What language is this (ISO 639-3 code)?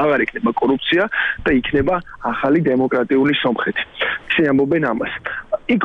kat